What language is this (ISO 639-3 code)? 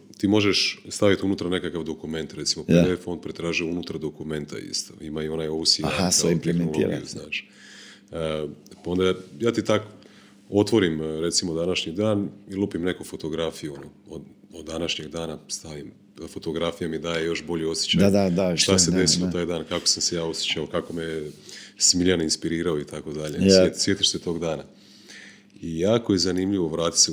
hrv